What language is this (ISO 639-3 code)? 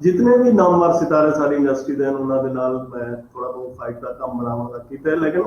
skr